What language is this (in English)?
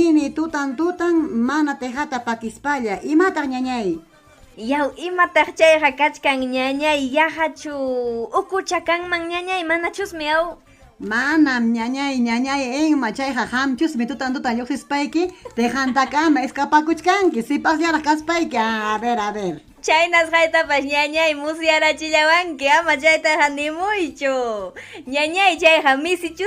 Ayacucho Quechua